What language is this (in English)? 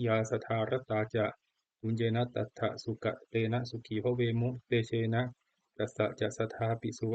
Pali